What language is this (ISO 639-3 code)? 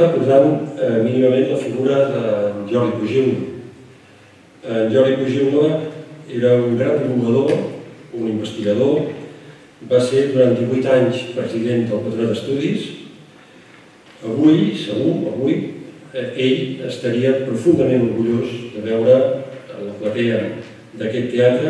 cat